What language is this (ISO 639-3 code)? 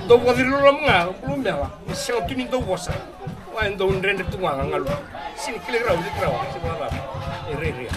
fij